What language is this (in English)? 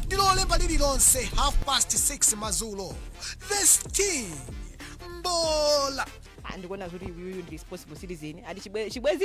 Nyanja